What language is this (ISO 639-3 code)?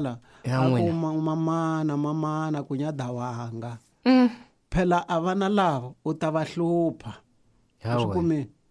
tso